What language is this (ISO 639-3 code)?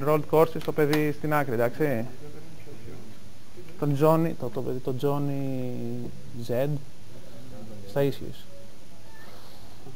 ell